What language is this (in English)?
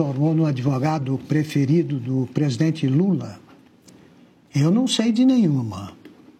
Portuguese